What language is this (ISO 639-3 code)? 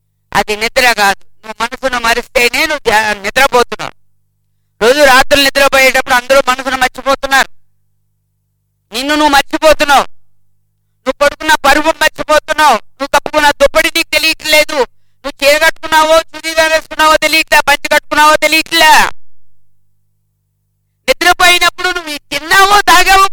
tel